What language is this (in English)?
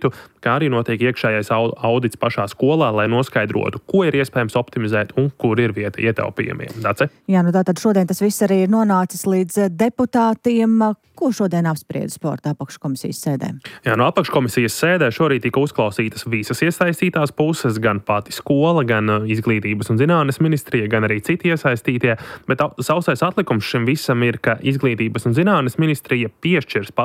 Latvian